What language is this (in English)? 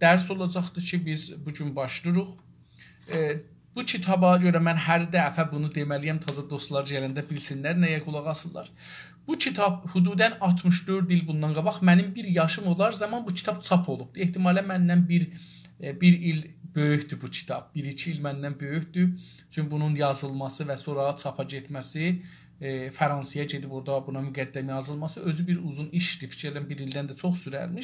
South Azerbaijani